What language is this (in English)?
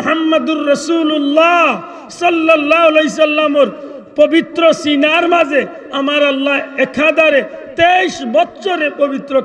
Sylheti